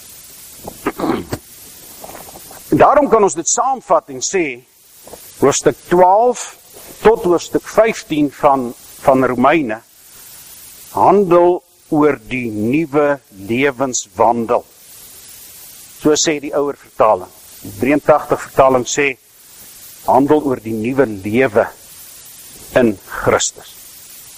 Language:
Afrikaans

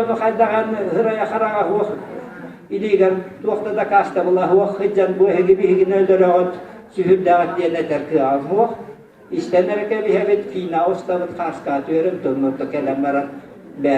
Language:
Yakut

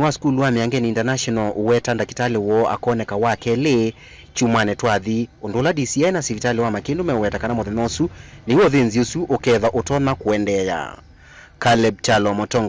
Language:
Kamba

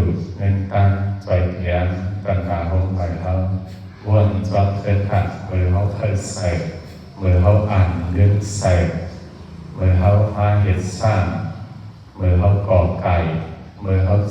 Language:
Shan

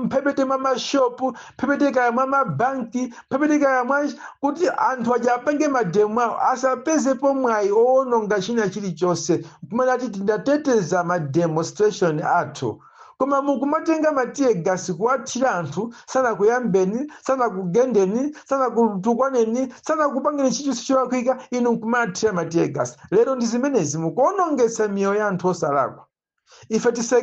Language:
Nyanja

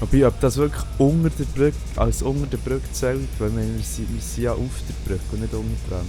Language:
Swiss German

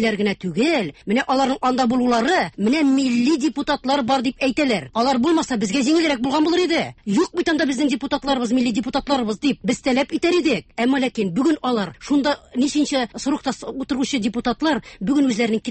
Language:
Tatar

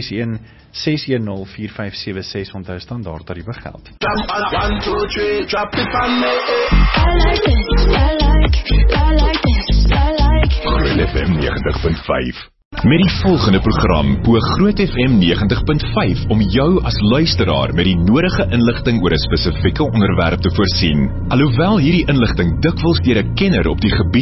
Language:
Afrikaans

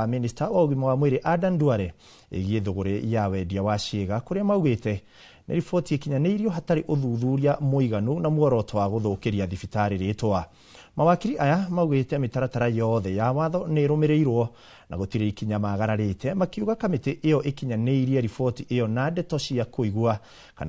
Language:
Kikuyu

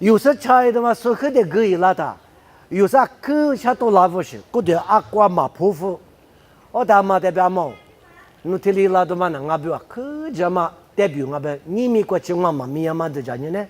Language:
Lisu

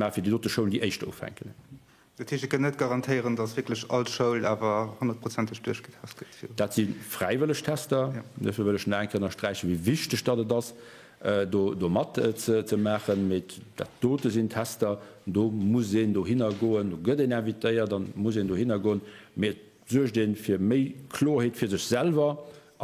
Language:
Luxembourgish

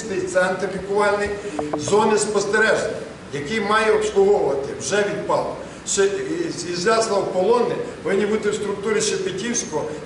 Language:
Ukrainian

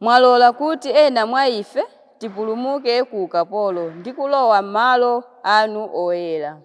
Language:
Nyanja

